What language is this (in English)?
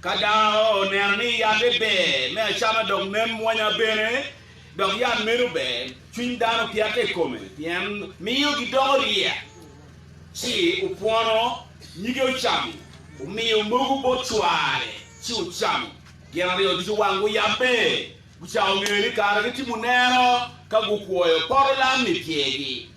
Acoli